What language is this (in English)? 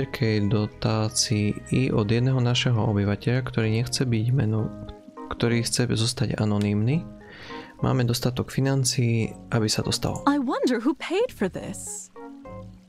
Slovak